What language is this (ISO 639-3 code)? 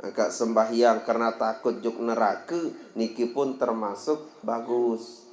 sas